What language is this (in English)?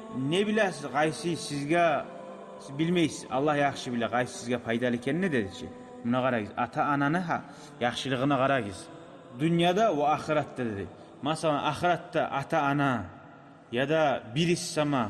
Kumyk